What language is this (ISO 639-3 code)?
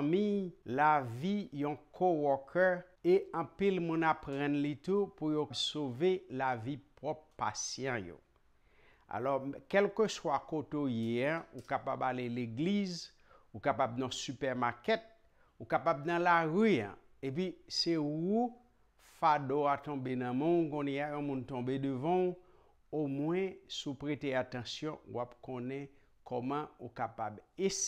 hat